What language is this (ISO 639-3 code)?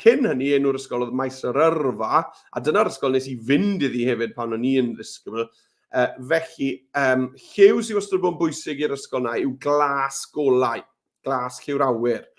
cym